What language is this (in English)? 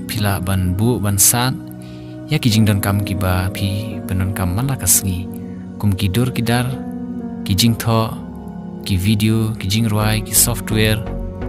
Khasi